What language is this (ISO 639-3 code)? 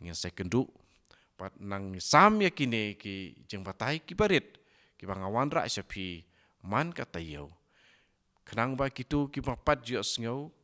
kha